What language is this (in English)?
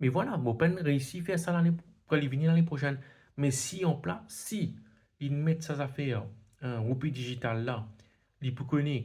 Morisyen